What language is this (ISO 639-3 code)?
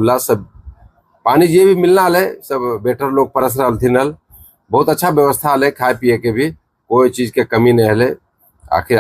mag